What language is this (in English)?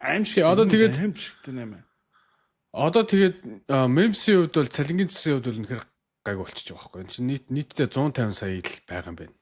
Mongolian